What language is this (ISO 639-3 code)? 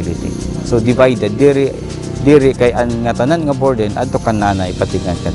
war